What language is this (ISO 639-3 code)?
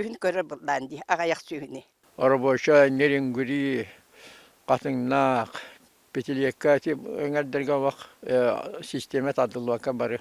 sah